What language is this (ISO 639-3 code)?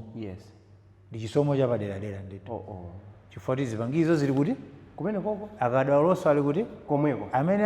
nya